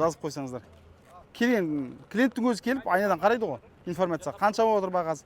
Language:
Kazakh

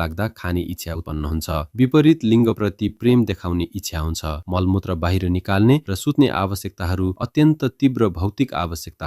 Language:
Nepali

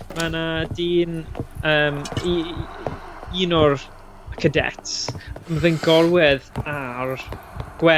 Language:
Welsh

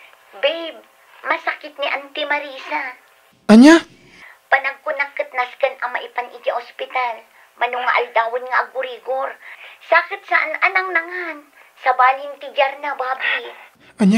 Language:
Iloko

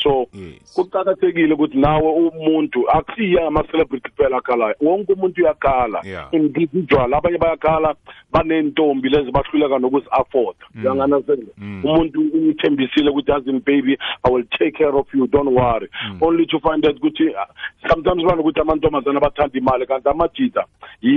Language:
South Ndebele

